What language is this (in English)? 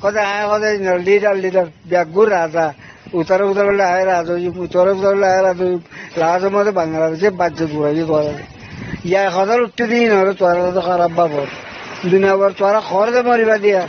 Rohingya